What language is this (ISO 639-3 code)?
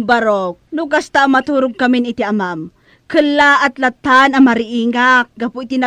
ilo